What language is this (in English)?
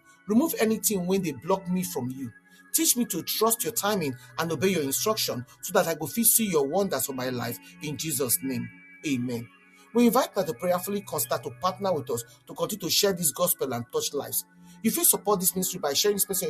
Nigerian Pidgin